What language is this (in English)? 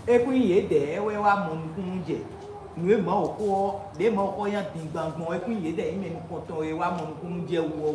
Fon